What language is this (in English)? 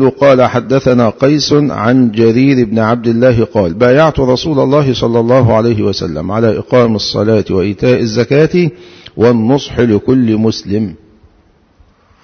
Arabic